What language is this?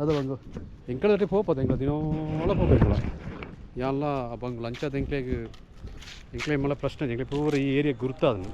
Tulu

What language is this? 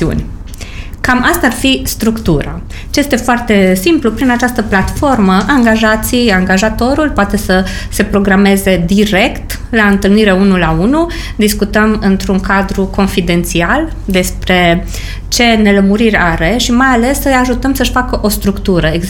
Romanian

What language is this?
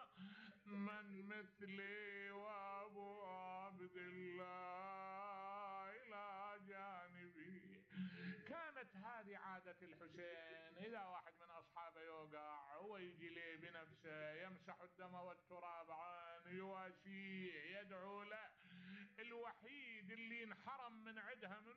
Mesopotamian Arabic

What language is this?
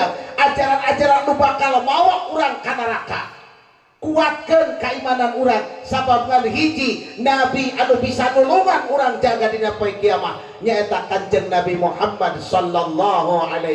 Sundanese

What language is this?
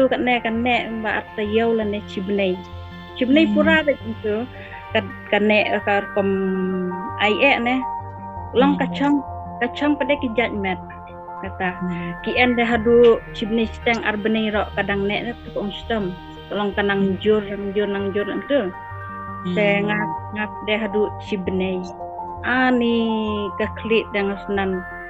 Khasi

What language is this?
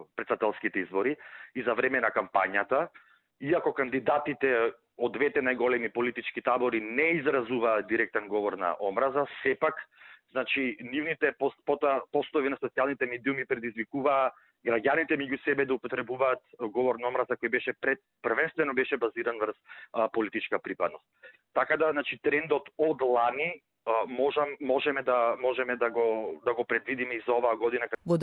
Macedonian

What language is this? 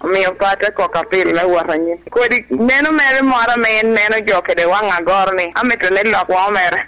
Lango (Uganda)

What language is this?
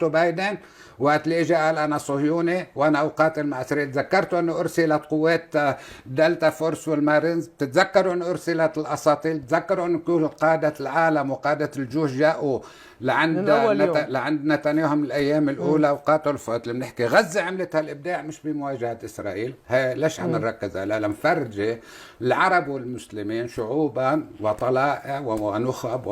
Egyptian Arabic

